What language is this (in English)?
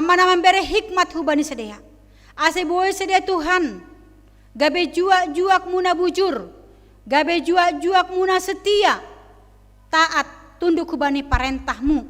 Batak Simalungun